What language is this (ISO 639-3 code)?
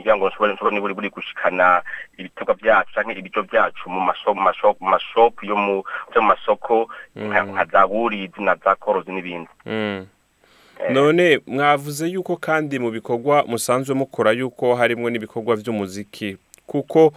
run